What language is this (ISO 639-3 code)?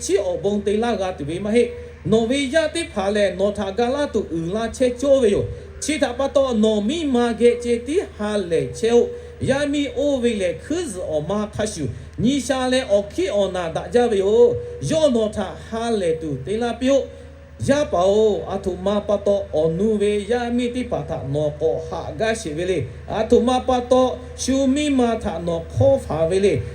lhu